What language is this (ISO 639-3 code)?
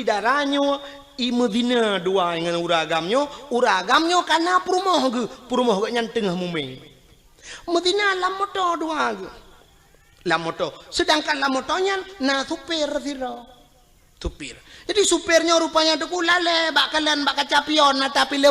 ace